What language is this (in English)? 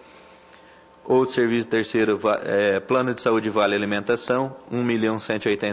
Portuguese